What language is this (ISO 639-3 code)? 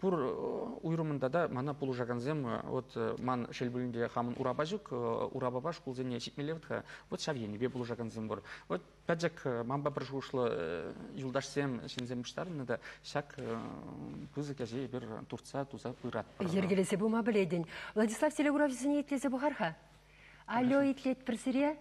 chv